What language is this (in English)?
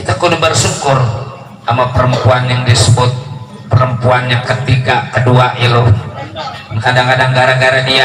Betawi